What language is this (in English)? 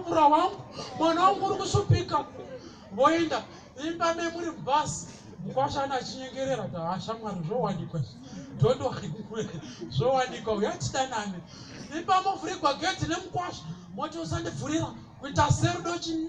Shona